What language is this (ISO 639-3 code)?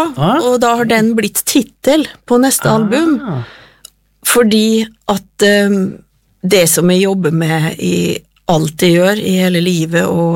nor